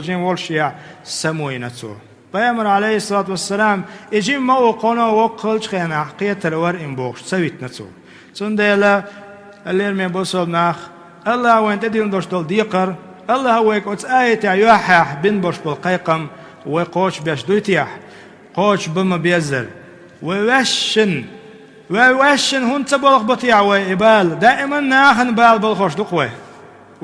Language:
Chechen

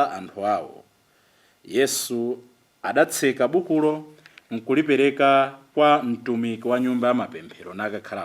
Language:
Nyanja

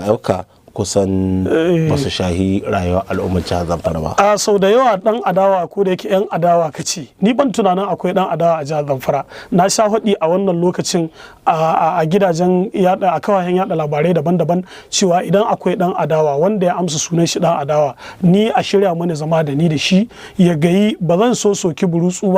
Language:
Hausa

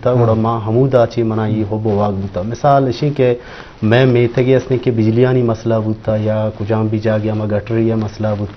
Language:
Eastern Balochi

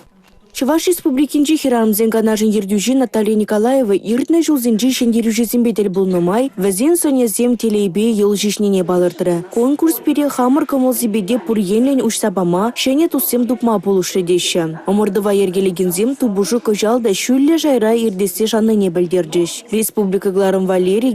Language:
Chuvash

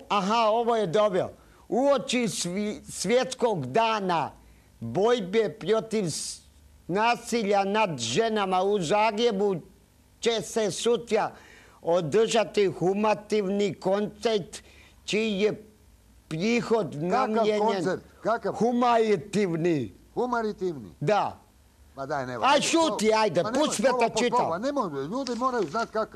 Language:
Croatian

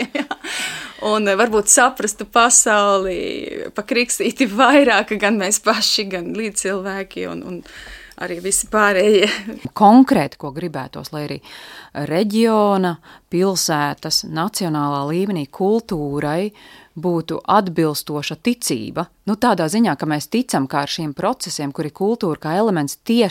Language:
Latvian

